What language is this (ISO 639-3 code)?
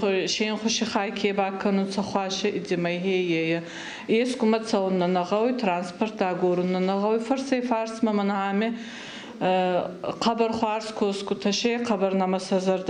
oss